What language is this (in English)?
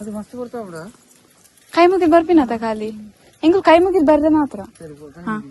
Tulu